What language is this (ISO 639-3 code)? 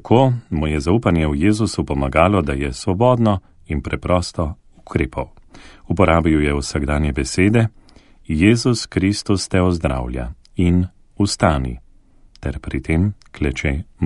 slv